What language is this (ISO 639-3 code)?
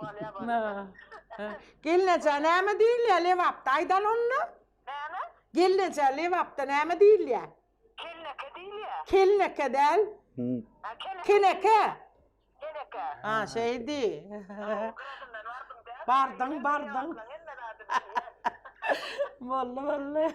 tuk